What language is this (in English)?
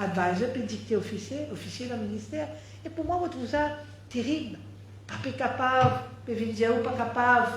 Morisyen